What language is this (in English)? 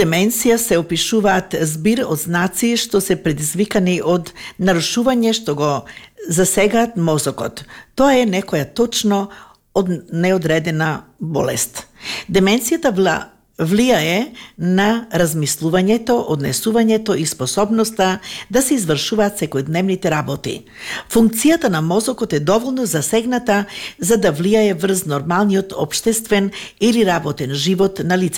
Macedonian